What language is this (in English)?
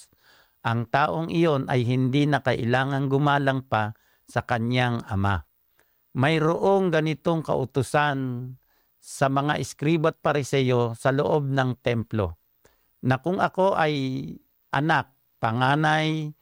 Filipino